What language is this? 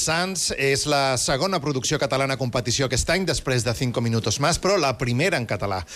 Catalan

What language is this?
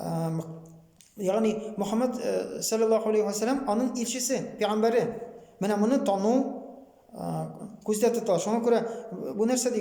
Tatar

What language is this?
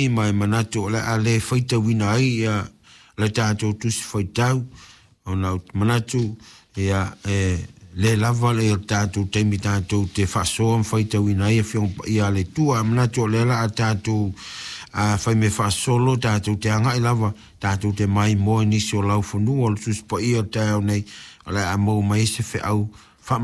Samoan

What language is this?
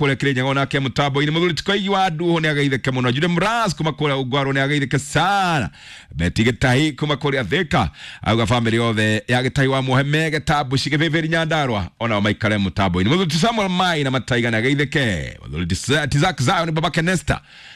Kikuyu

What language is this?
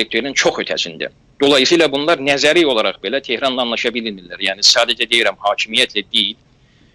South Azerbaijani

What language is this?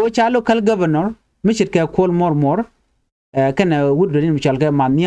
Nuer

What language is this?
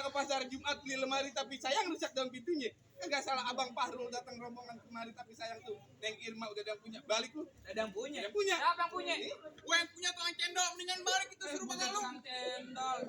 Betawi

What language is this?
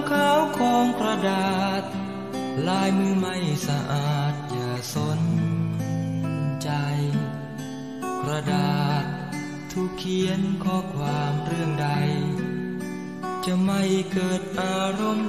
Thai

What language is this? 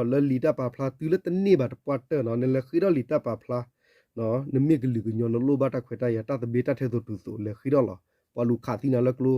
S'gaw Karen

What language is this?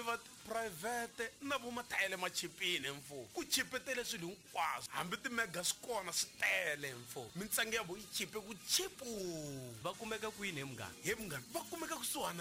Tsonga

